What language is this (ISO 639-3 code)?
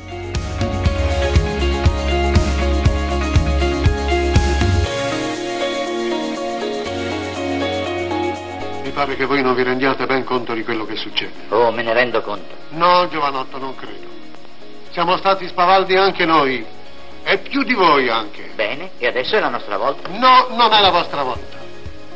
ita